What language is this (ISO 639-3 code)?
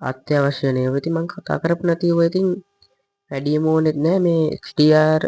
sin